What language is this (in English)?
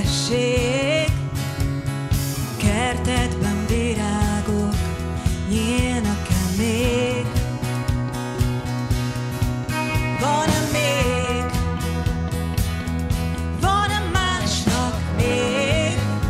Hungarian